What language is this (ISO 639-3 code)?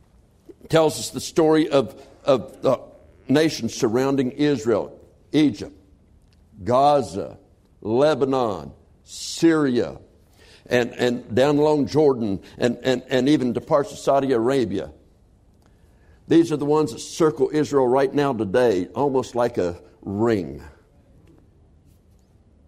eng